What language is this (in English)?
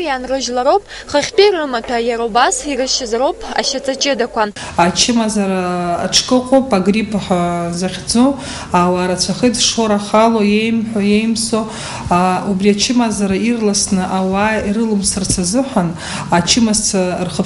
Abkhazian